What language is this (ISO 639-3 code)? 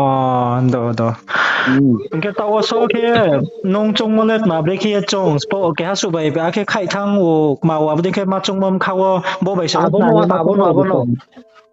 ria